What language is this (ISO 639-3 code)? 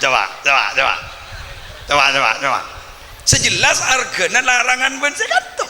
mad